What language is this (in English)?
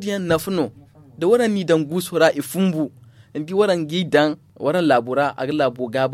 Zarma